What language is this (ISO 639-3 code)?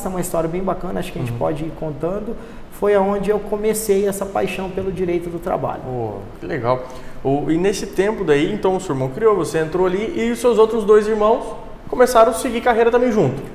por